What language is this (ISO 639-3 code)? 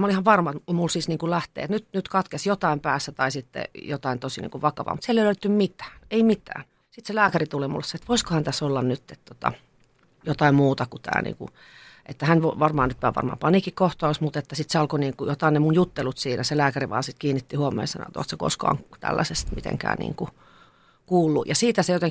fin